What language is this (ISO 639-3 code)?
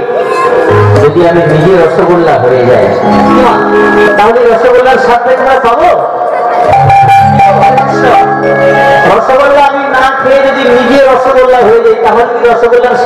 ben